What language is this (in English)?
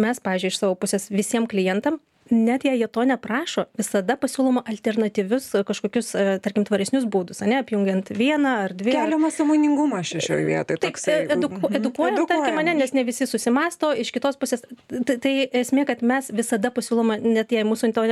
Lithuanian